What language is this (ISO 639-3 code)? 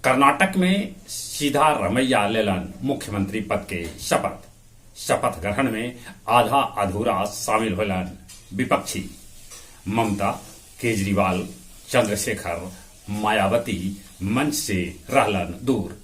mag